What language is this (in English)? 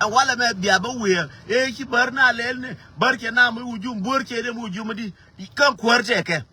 Nuer